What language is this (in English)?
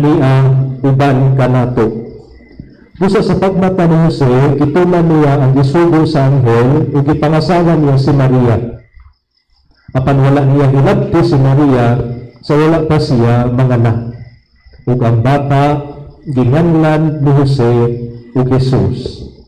Cebuano